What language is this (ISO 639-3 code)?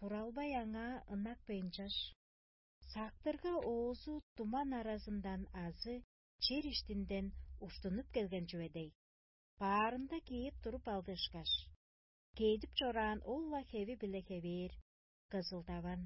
tyv